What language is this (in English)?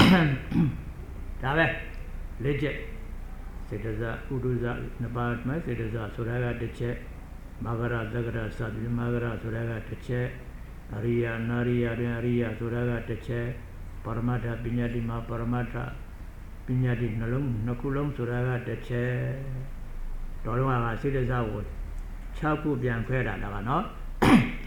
Burmese